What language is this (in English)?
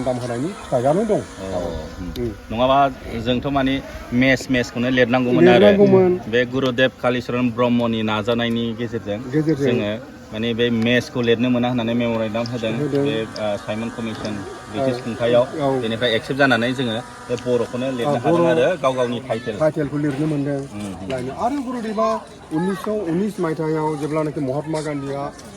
Bodo